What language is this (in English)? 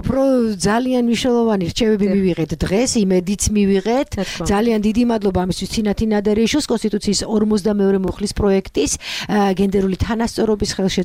Georgian